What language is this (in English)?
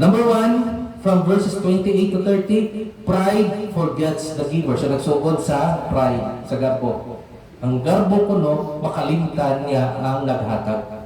Cebuano